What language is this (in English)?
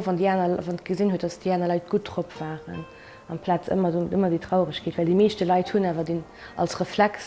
Luxembourgish